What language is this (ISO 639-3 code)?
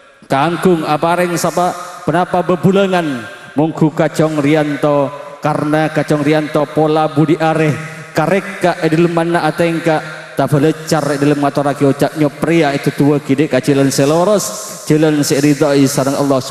mad